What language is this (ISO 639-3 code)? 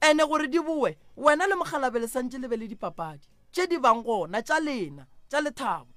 nso